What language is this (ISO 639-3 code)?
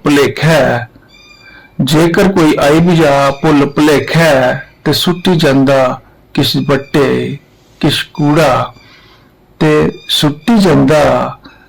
doi